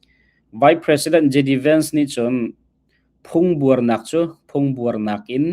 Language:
Hakha Chin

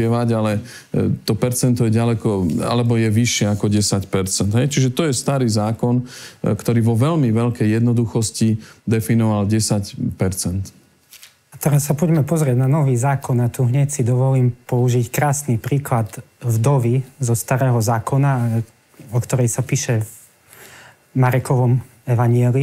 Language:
Slovak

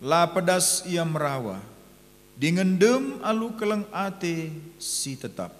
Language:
Batak Karo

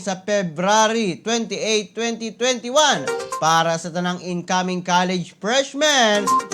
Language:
Cebuano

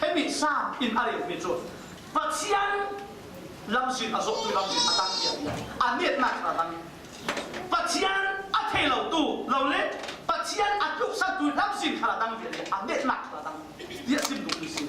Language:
Falam Chin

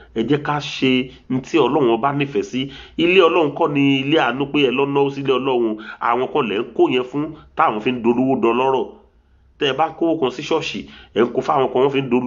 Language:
Yoruba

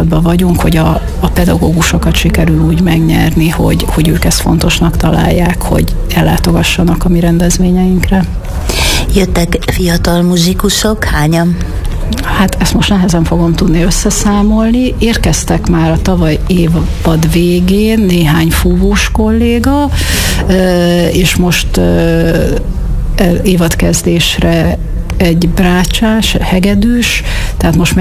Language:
Hungarian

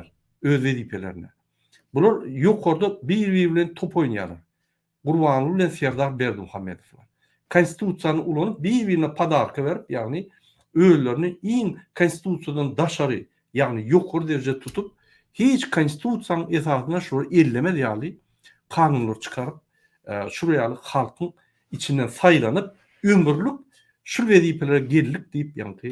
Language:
Turkmen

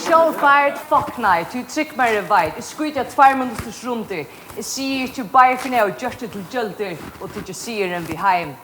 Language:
Faroese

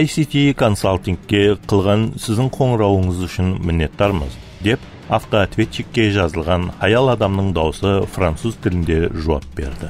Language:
Kara-Kalpak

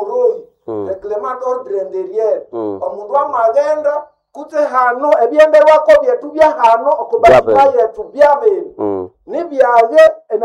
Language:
Nande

